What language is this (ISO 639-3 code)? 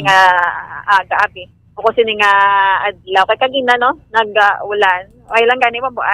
hil